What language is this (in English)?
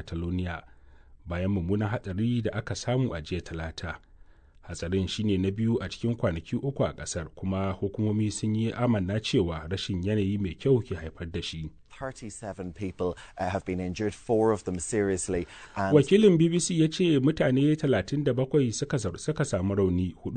Hausa